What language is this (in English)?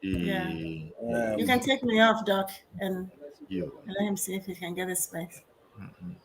Ewe